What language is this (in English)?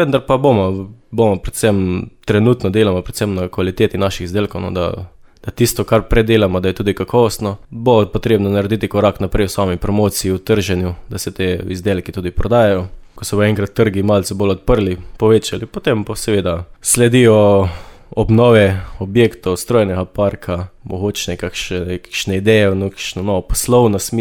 Slovenian